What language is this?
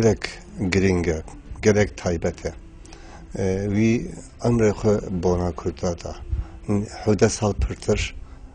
Kurdish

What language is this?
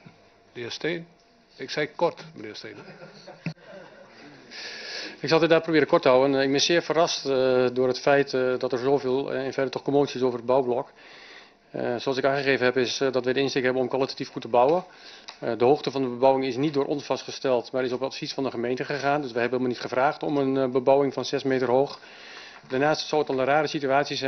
Dutch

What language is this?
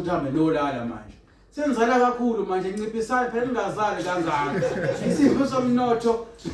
Zulu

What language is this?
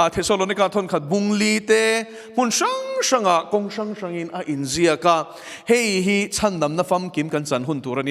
Mizo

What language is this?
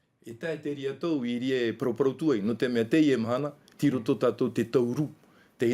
Tahitian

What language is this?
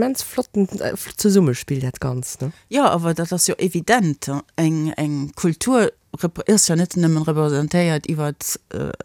Luxembourgish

